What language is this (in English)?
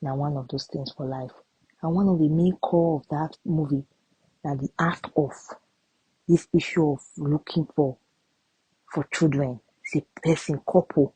Nigerian Pidgin